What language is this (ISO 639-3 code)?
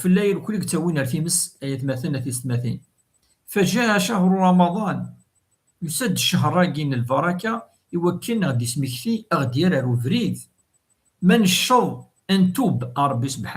kab